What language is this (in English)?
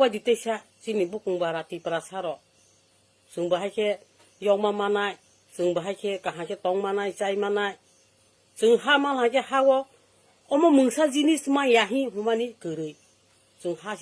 Kok Borok